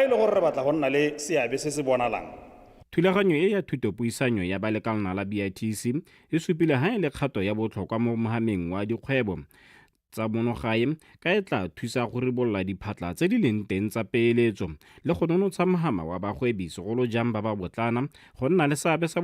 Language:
Tswana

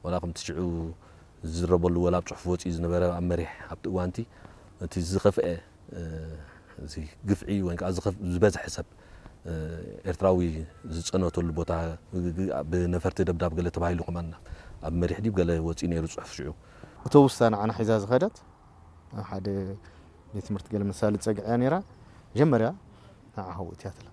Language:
Tigrinya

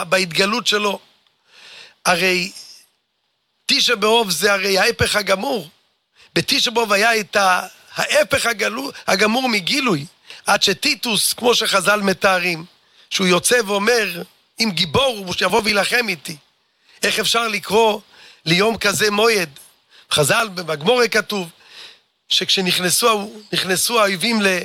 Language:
Hebrew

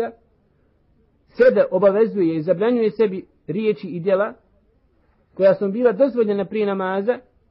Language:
Bosnian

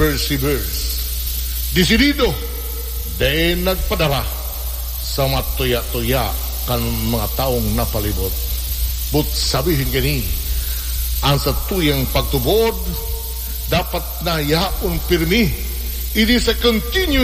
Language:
Bikol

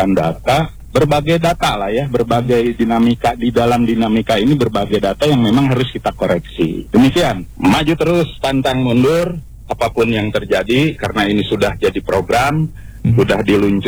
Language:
Indonesian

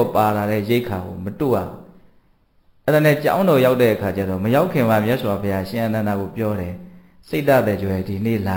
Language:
Burmese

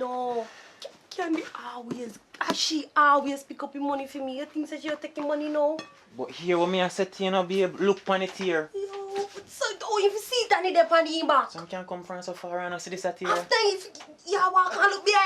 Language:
Jamaican Creole English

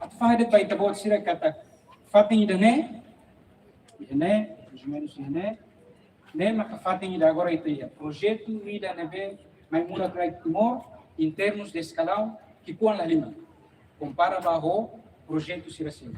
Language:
Tetum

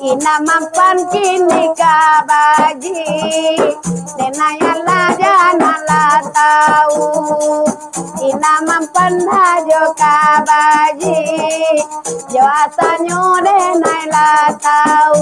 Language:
Minangkabau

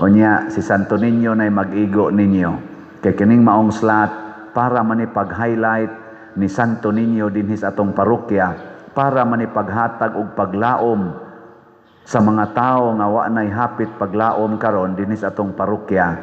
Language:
Cebuano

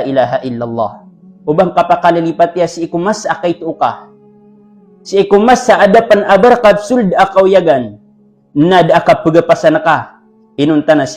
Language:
Maranao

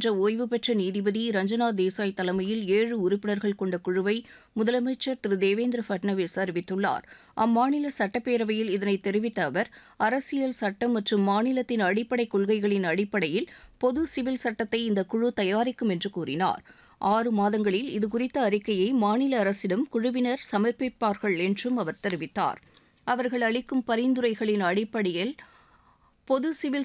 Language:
Tamil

